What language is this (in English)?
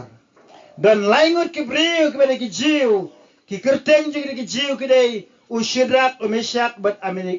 Khasi